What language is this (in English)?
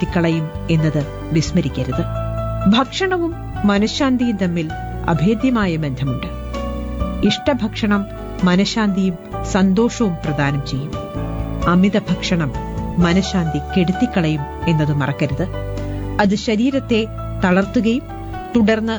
Malayalam